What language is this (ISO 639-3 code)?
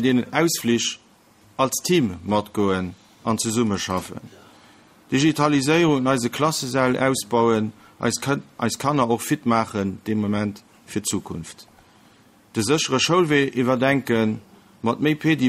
ltz